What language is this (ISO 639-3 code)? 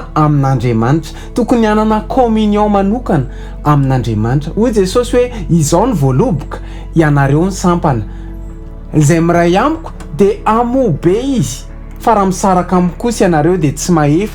mlg